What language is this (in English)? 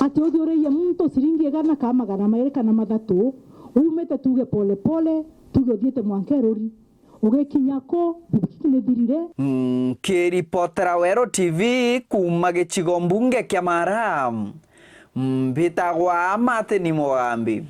Meru